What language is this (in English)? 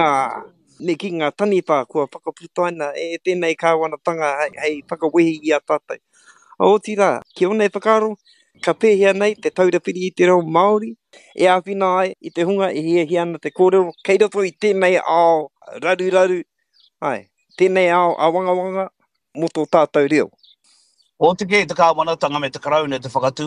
Māori